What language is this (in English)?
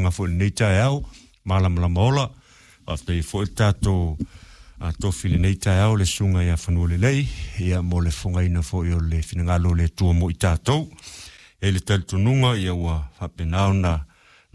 Samoan